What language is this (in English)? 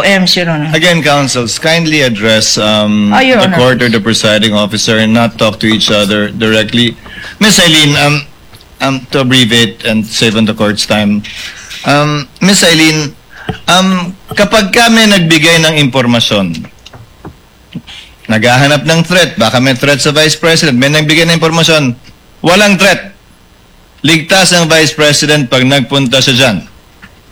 Filipino